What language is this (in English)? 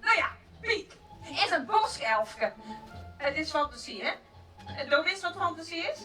Western Frisian